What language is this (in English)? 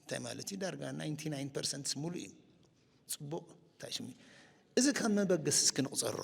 Tigrinya